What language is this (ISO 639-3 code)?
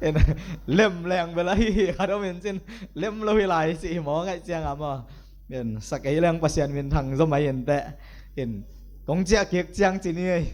ctd